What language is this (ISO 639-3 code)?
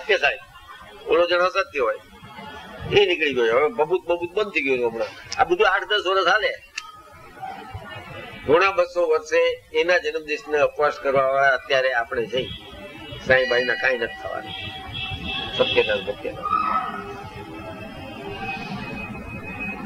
guj